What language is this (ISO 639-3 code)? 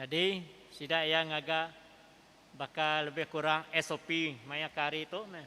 iba